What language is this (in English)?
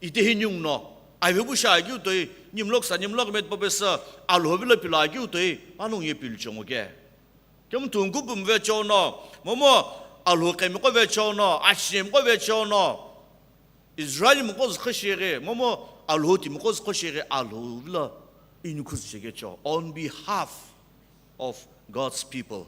Sumi Naga